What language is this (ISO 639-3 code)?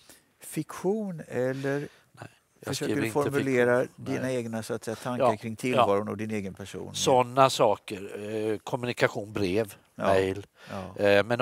swe